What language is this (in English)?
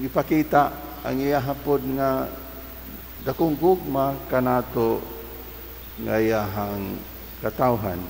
Cebuano